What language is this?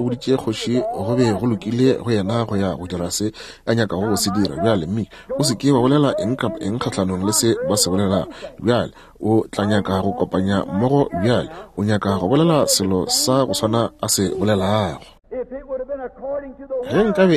Northern Sotho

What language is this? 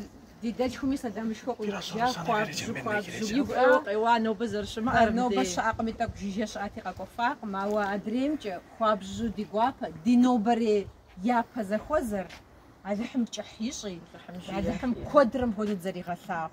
Kabardian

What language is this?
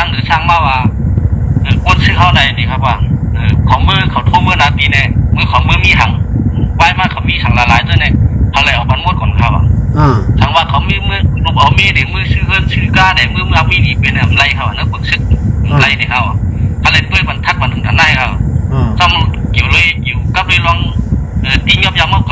Shan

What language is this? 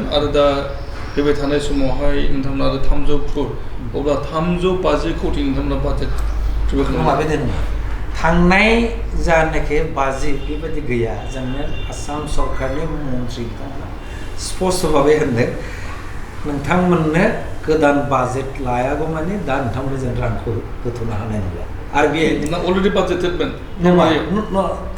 Bodo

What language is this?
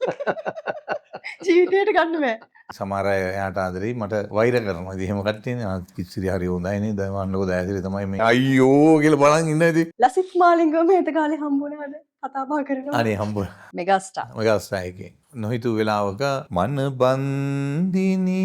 Sinhala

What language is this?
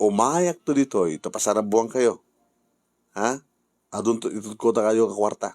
Iloko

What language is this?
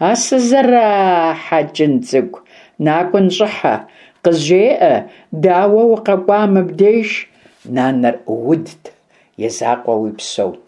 Kabardian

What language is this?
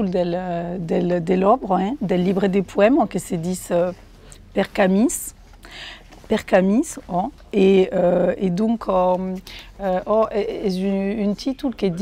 Occitan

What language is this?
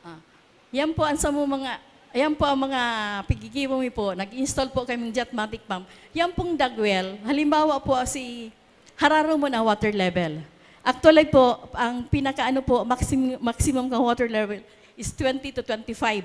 Bikol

